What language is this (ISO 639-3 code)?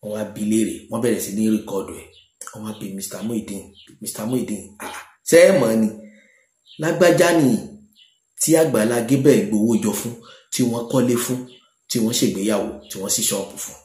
yor